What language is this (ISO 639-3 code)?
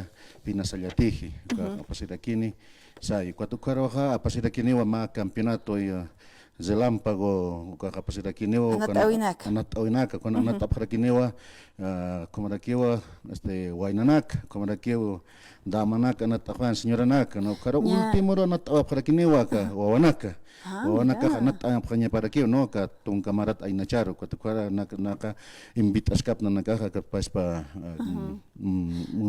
aym